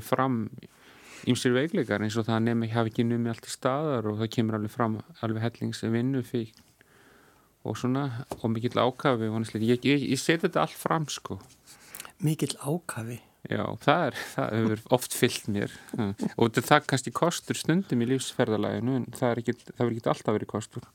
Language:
Icelandic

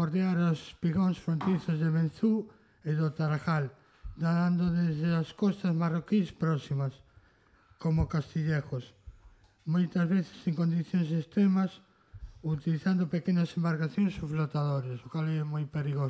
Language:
Galician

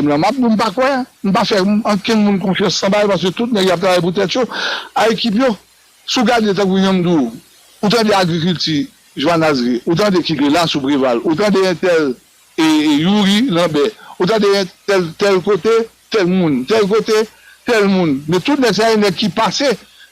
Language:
Haitian Creole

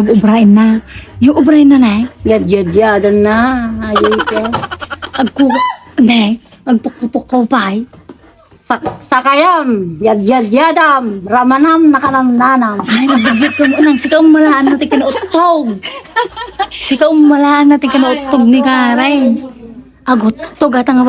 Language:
Iloko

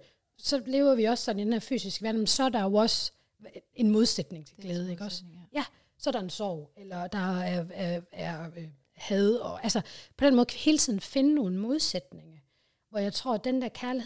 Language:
Danish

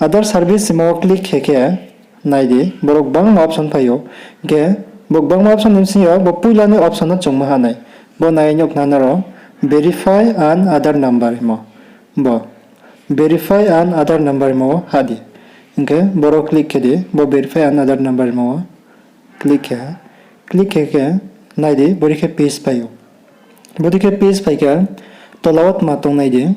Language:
Riang (India)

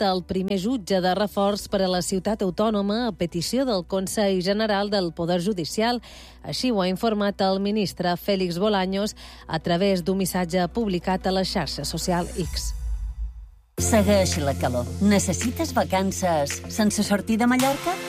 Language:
Catalan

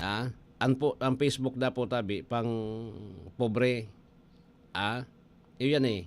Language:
Bikol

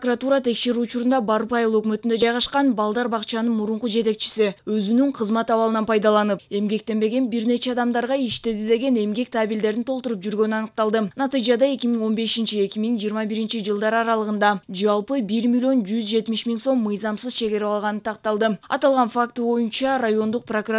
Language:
Kyrgyz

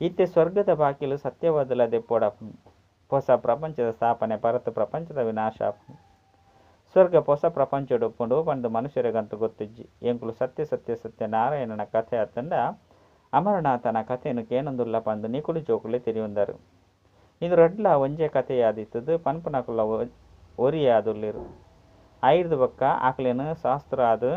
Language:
Tulu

